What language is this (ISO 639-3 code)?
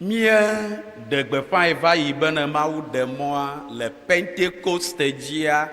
ewe